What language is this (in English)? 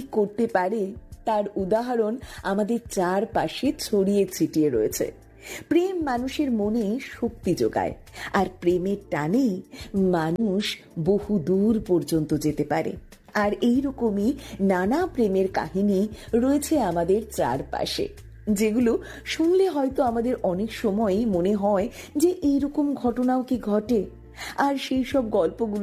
Bangla